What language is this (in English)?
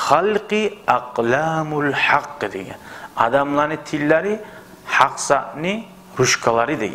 Kumyk